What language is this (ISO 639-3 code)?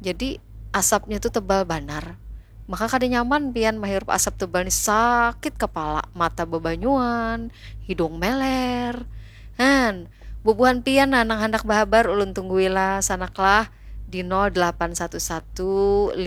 bjn